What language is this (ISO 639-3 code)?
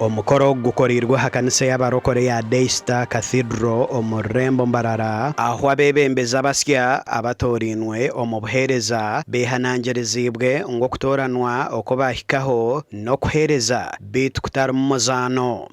nyn